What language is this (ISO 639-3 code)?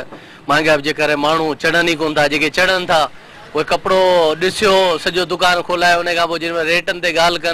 snd